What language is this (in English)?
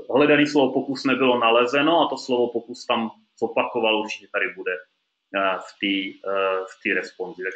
Czech